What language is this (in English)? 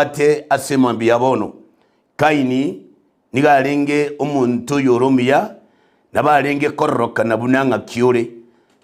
Gusii